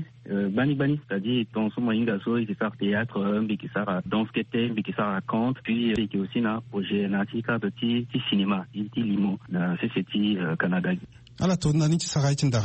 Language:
Sango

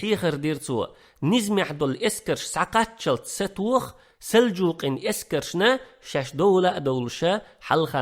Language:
Chechen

